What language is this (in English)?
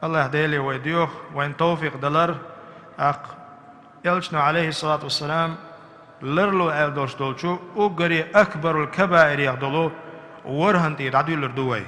Chechen